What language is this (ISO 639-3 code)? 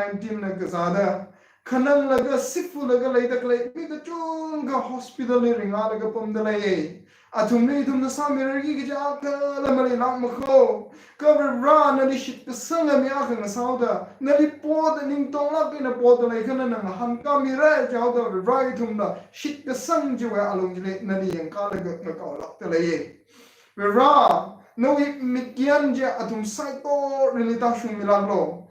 nmf